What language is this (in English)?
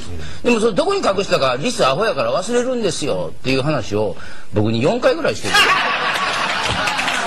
Japanese